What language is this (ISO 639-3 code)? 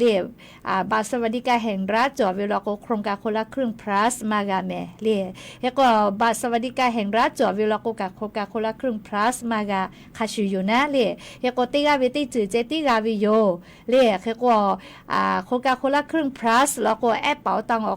lhu